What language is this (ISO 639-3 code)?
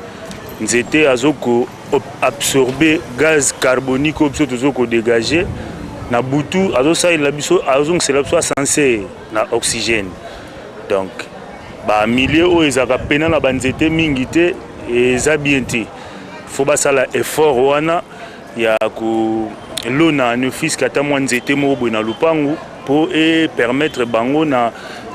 lin